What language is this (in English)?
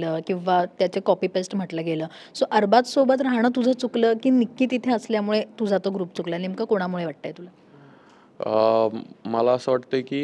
Marathi